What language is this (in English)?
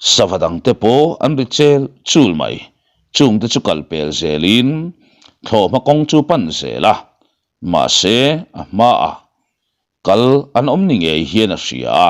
Mizo